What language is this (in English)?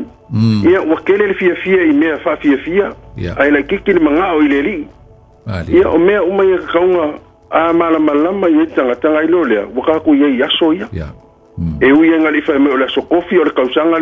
Samoan